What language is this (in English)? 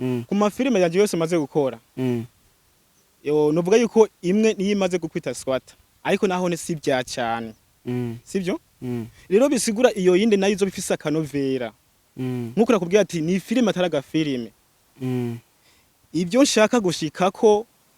Rundi